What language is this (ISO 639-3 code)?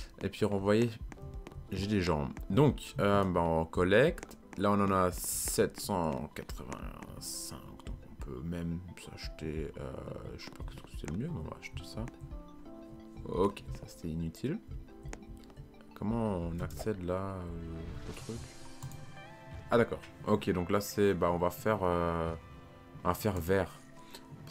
fra